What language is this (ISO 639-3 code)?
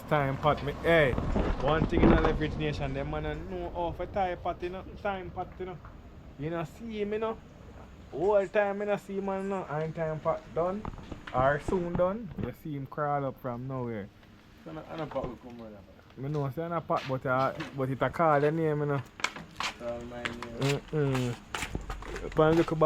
jam